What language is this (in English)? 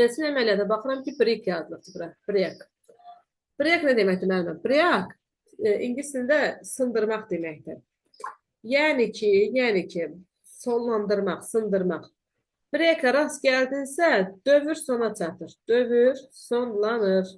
Azerbaijani